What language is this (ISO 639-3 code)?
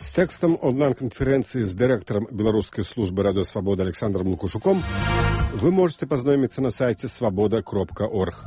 bel